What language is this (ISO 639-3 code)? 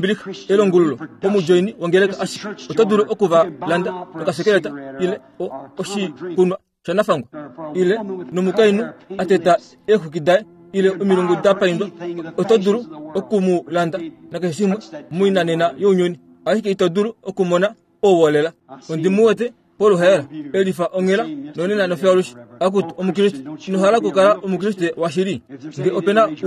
kua